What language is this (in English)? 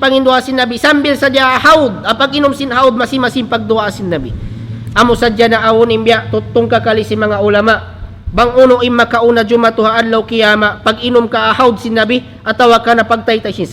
Tausug